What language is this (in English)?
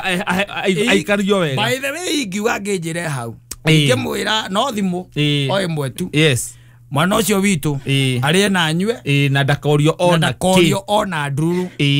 Kikuyu